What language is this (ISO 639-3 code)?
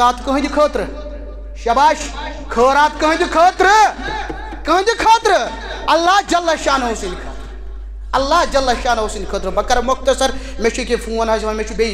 kas